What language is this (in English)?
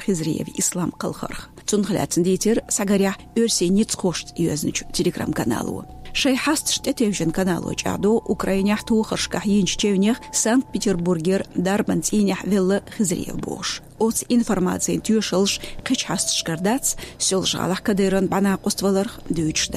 Chechen